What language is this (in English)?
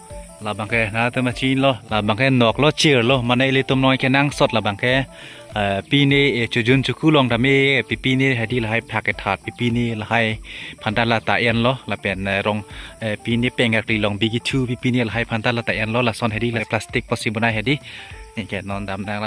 Karbi